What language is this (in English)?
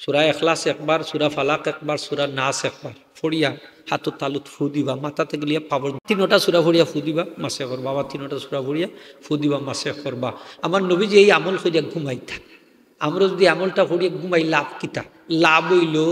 Sylheti